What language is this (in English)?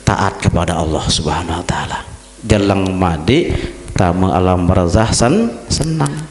Sasak